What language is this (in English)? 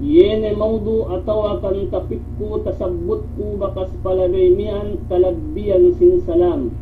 Yakan